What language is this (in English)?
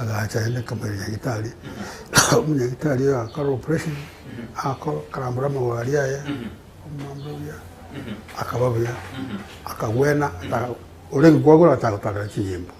Gusii